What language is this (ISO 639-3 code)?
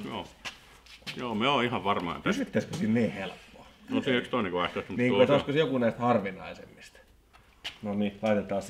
fin